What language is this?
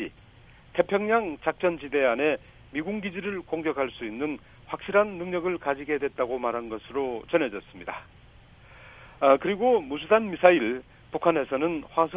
Korean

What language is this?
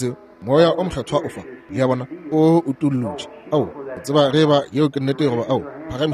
Northern Sotho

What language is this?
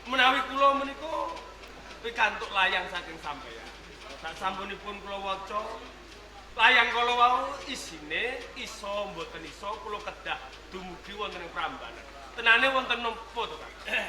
Javanese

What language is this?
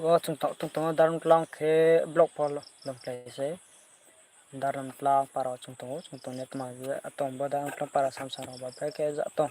Riang (India)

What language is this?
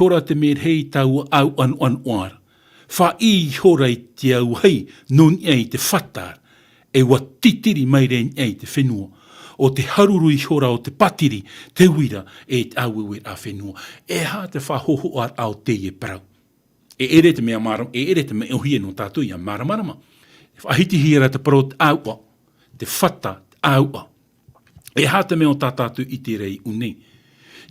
Tahitian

